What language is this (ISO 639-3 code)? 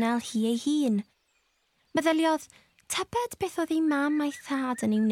cym